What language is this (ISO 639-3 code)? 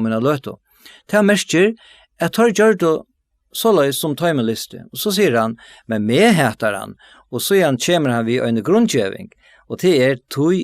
fao